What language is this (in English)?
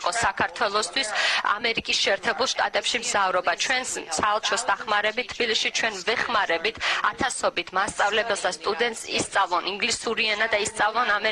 Georgian